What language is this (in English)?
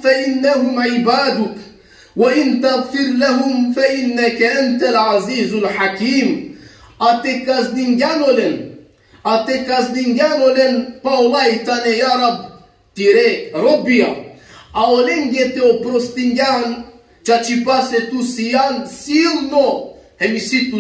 Balkan Romani